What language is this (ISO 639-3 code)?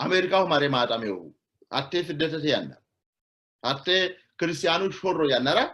sid